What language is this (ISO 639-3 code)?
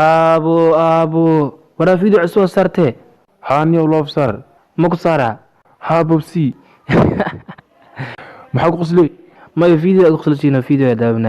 som